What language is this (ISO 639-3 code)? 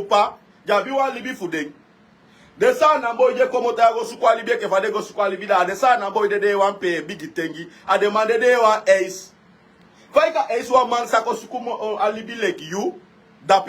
srn